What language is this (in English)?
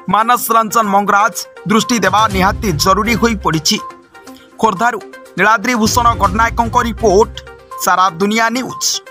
Odia